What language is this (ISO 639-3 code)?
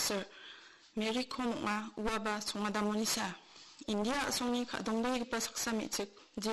grt